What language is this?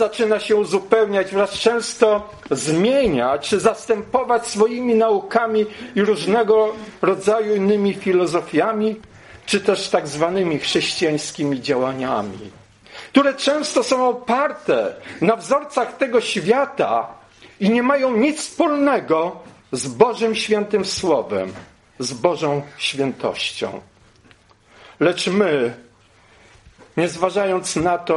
Polish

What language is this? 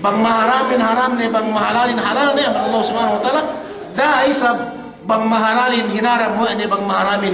Yakan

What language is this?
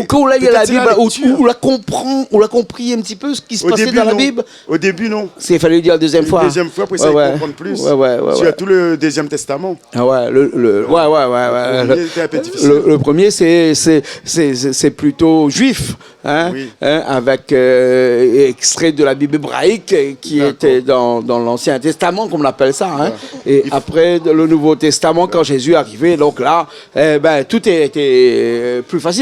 Réunion Creole French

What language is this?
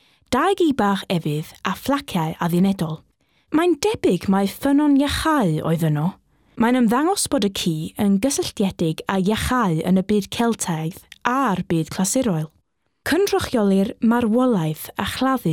Welsh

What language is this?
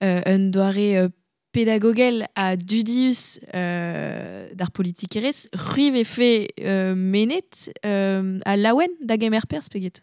Breton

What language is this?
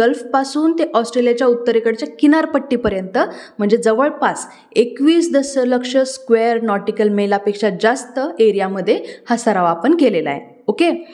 Marathi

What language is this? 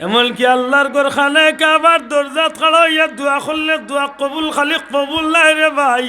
Sylheti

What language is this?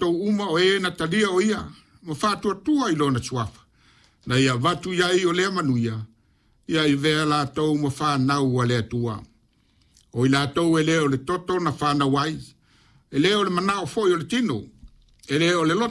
Samoan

